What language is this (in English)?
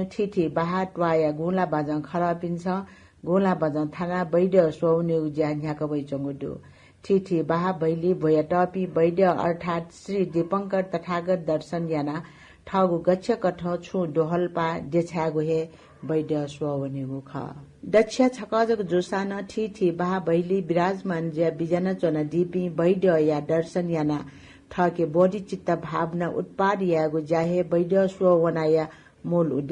Newari